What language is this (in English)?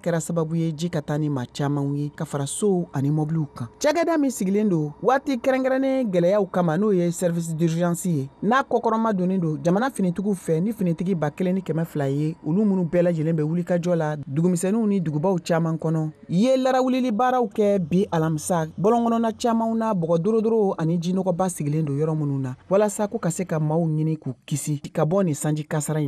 Bambara